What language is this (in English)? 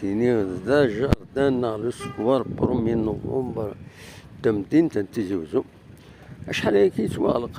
Kabyle